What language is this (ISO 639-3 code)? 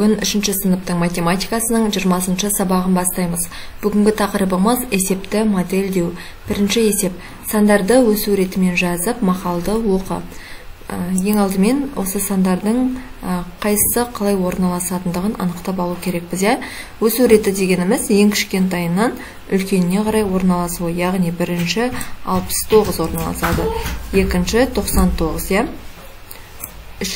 kaz